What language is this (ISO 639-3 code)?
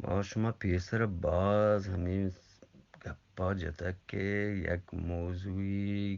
bgp